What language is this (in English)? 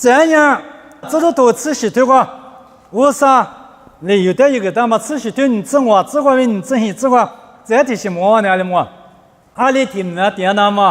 Lisu